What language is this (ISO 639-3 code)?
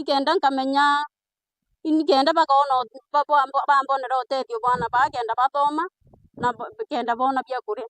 mer